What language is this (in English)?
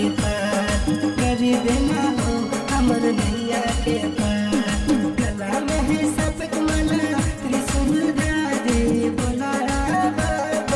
Bhojpuri